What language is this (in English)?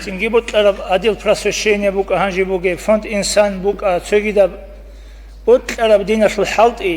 Avaric